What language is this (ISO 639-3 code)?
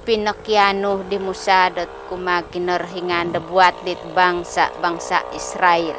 dtp